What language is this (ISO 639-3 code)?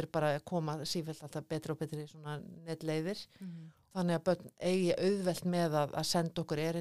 isl